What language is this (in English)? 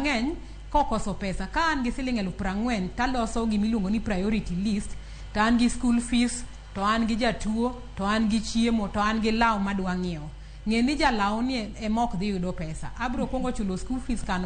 Luo (Kenya and Tanzania)